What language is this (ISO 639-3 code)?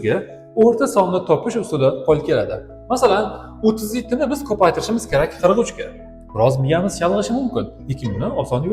uzb